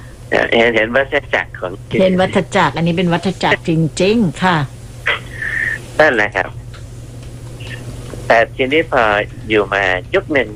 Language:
Thai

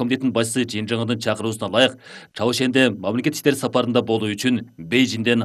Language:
Kyrgyz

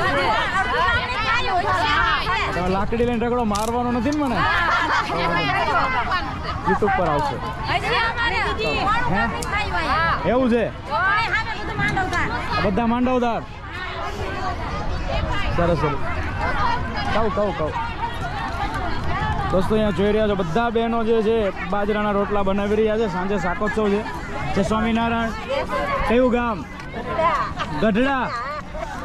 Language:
Gujarati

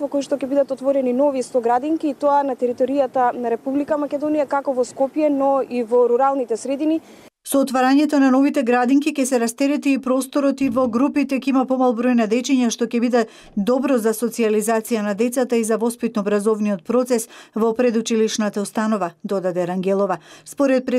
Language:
Macedonian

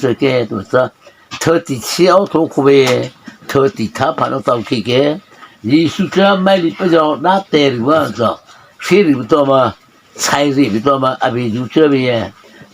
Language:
Mara Chin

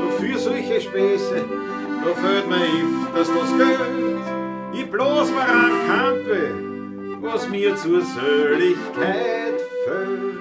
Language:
Bavarian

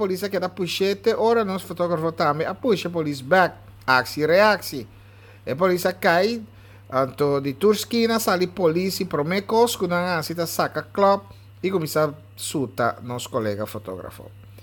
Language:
Papiamento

